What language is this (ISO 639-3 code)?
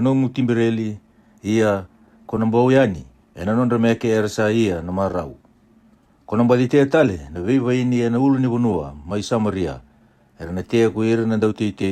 fij